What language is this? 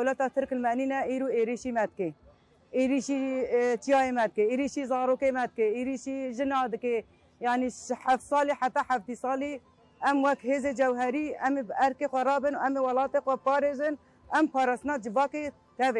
Kurdish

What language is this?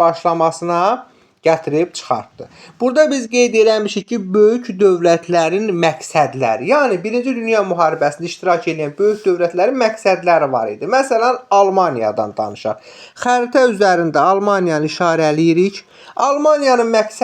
Azerbaijani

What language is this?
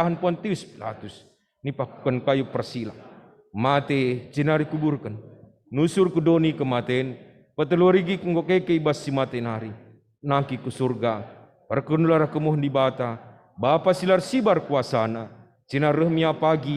Batak Karo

